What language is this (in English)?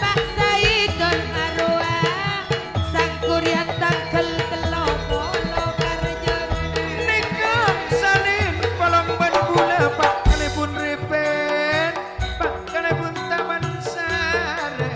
Madurese